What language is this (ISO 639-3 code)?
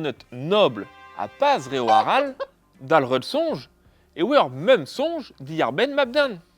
bre